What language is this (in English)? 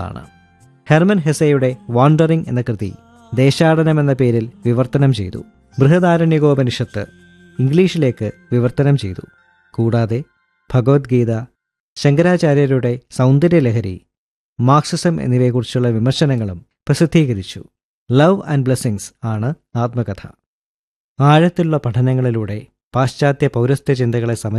Malayalam